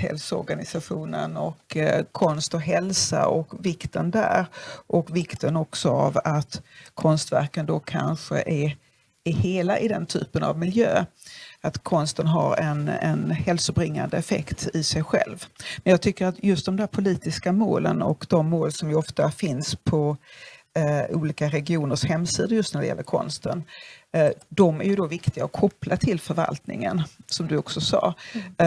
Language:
Swedish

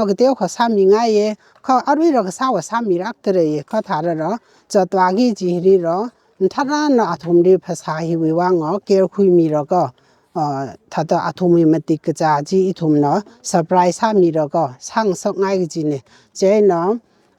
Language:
Tangkhul Naga (India)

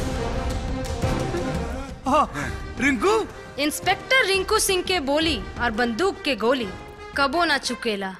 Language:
Bhojpuri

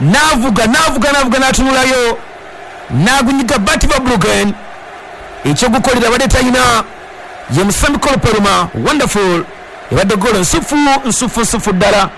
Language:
Ganda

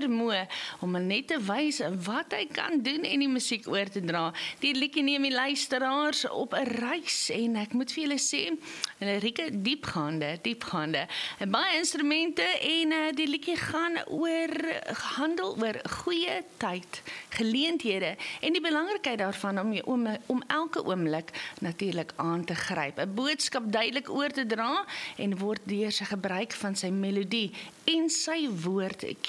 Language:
Afrikaans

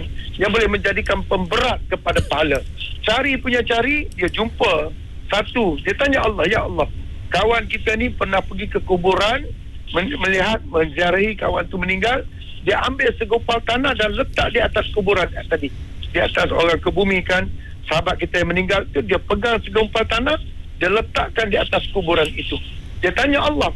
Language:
Malay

